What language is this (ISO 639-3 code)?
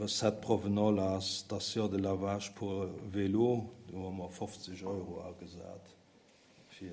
ltz